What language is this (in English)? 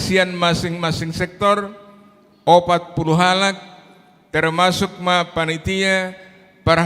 Batak Toba